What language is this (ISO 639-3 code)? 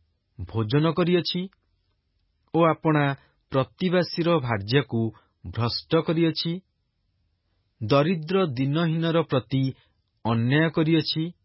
ori